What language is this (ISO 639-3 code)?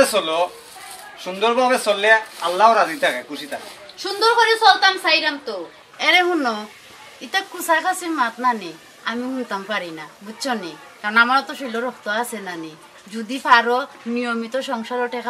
syl